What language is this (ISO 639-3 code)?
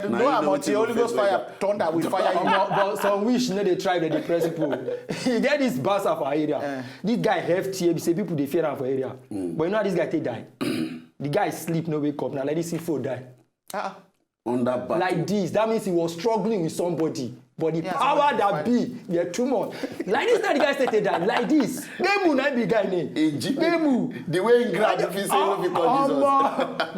pcm